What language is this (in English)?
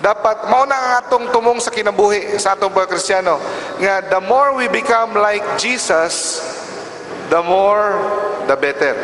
Cebuano